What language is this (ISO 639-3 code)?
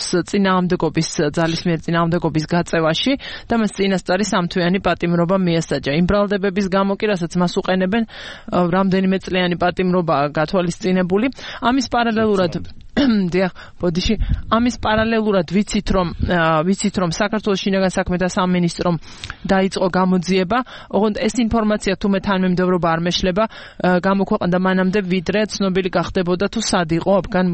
kat